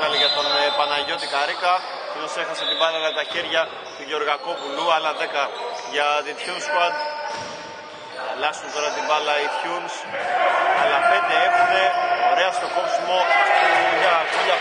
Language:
Greek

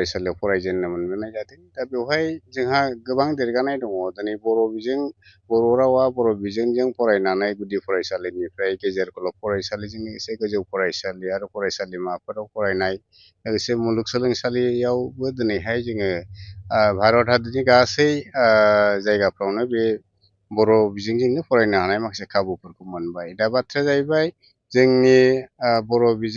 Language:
Bodo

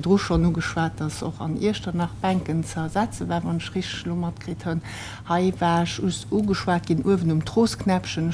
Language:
Luxembourgish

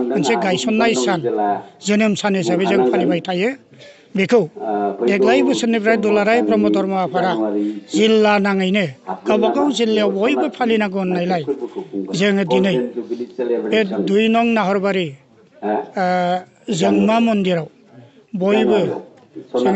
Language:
Bodo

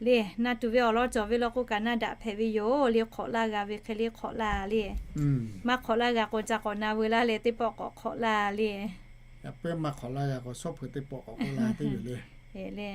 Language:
Lahu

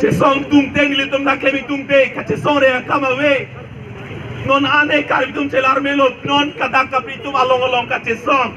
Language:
Karbi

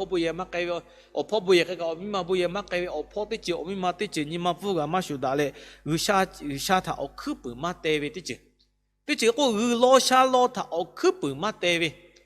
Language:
Lahu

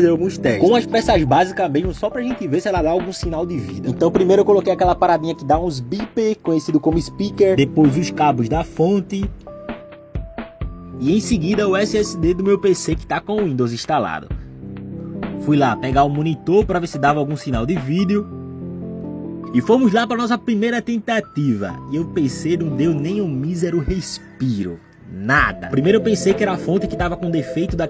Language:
Portuguese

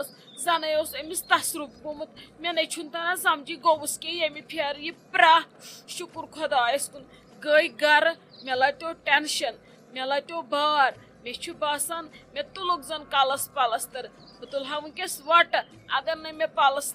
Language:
Kashmiri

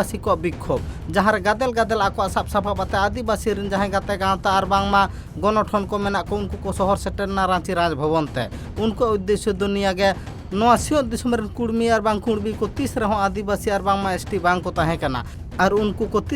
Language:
Santali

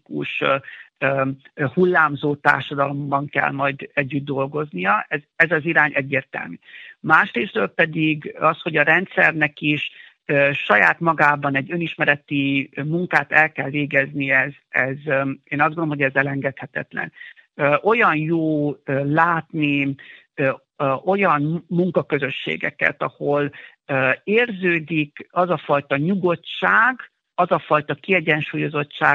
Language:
Hungarian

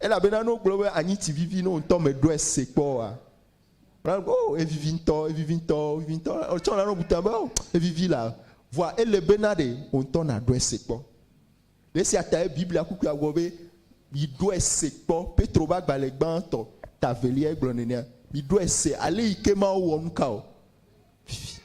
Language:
Ewe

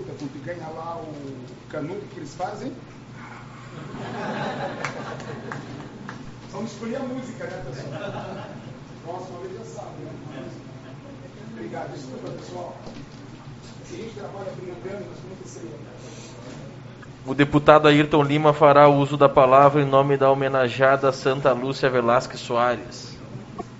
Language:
Portuguese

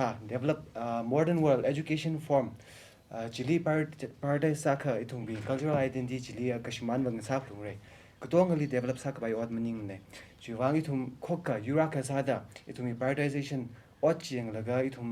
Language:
Tangkhul Naga (India)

